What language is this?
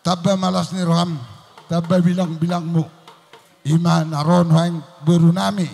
Batak Toba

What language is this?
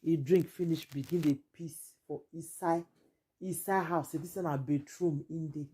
Nigerian Pidgin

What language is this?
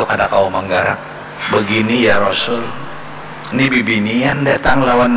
Banjar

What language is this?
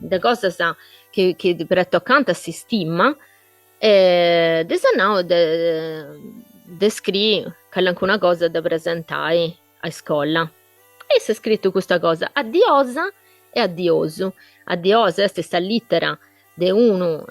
Sardinian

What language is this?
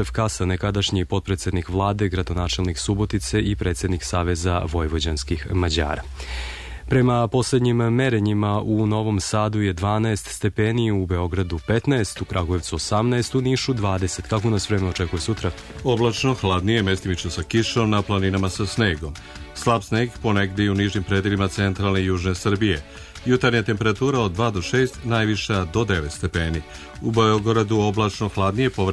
Serbian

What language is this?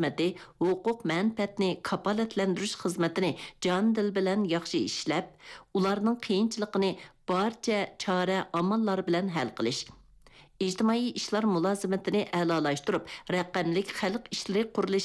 Uyghur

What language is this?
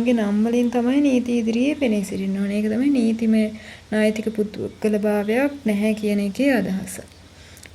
Sinhala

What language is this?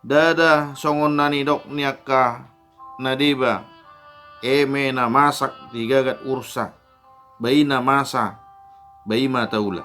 Batak Toba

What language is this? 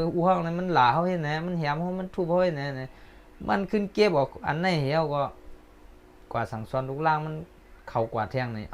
Shan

